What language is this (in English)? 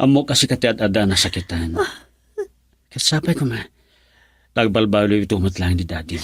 Iloko